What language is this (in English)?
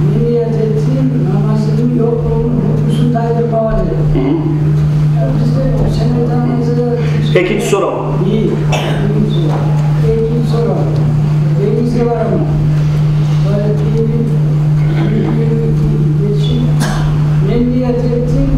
Kumyk